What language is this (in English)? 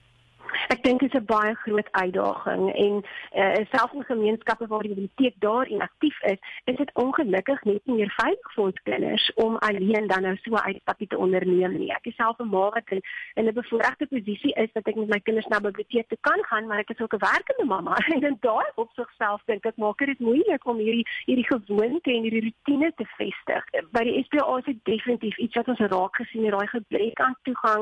Afrikaans